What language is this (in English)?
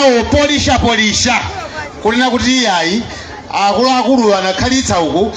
Nyanja